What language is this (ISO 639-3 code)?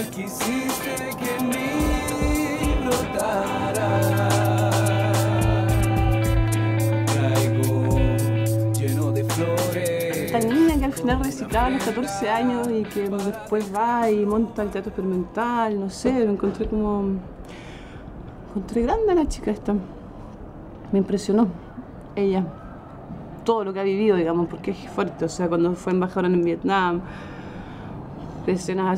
spa